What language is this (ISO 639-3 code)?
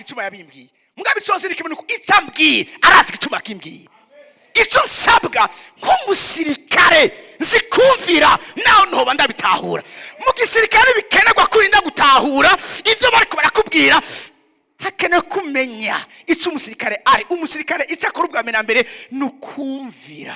run